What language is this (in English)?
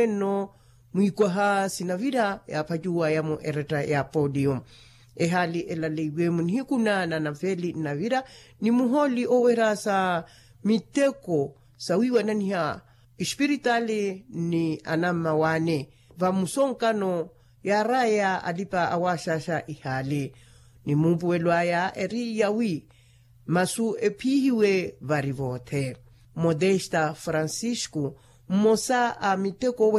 Makhuwa